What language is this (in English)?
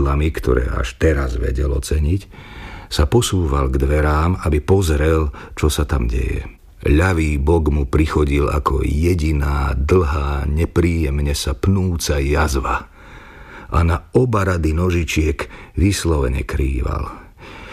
Slovak